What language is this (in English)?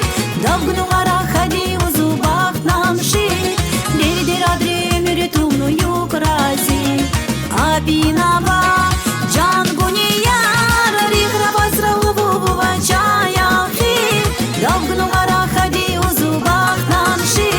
Tabassaran